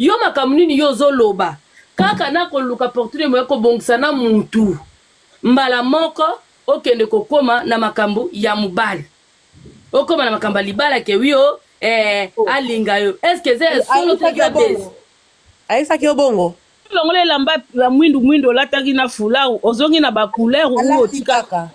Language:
Lingala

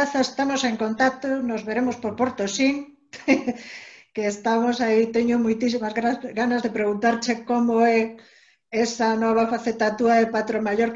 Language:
Galician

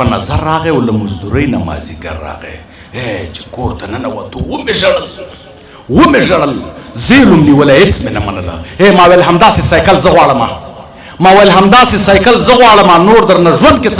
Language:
Pashto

